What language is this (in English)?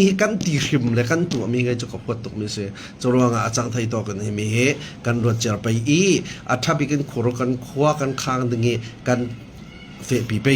Falam Chin